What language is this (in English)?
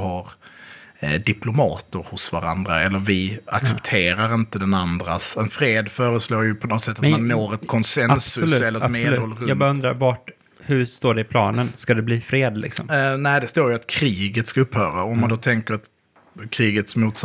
Swedish